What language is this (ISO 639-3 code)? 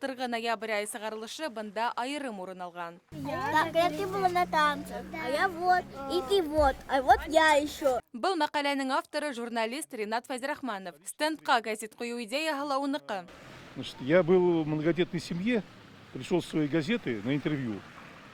bak